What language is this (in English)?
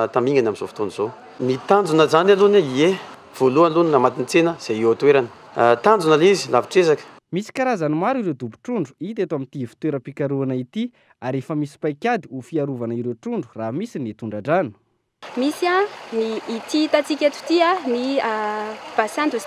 Malagasy